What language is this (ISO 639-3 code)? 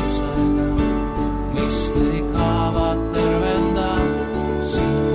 est